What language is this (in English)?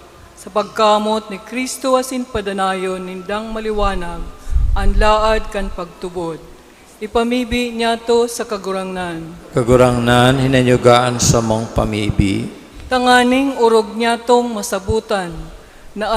Bikol